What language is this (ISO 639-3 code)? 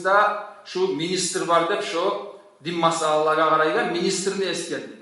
kum